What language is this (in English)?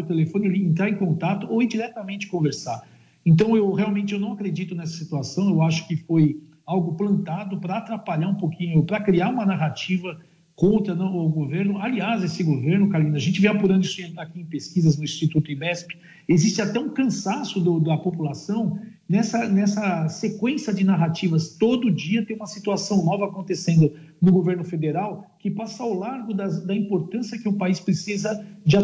Portuguese